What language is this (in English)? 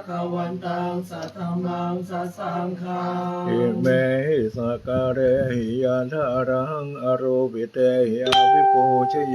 Pali